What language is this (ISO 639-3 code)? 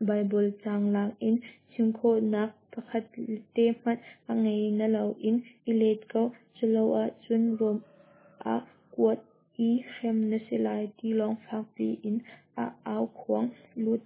cnh